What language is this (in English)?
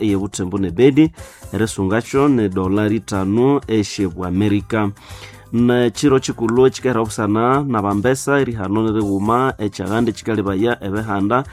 Nande